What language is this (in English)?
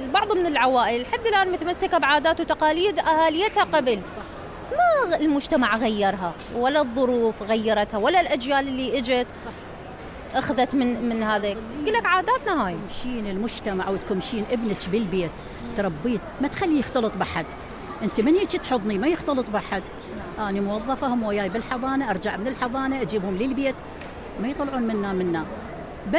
Mesopotamian Arabic